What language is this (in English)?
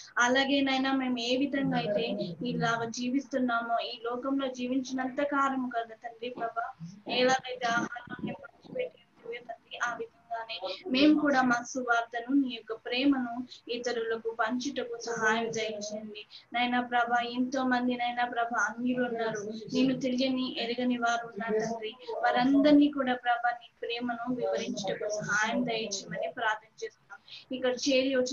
Telugu